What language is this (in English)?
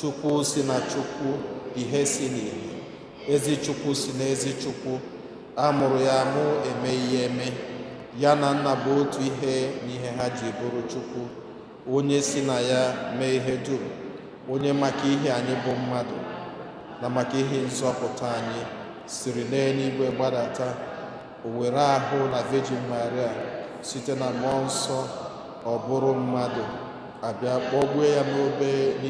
Igbo